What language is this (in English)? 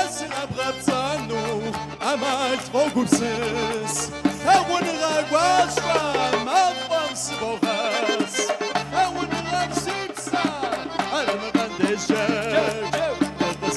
Kabardian